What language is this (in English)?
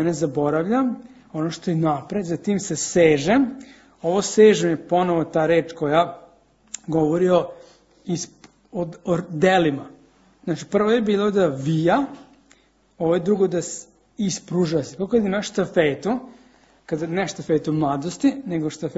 Serbian